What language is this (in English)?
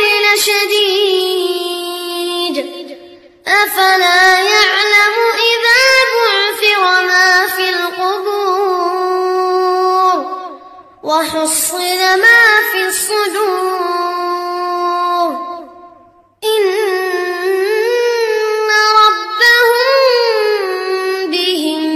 Arabic